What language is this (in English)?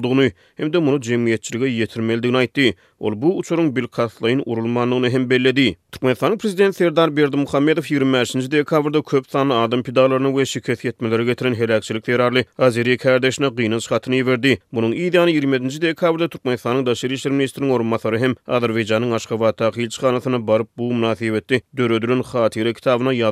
Turkmen